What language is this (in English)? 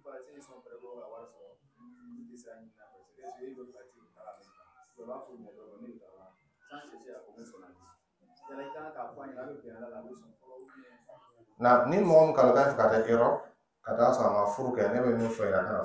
Dyula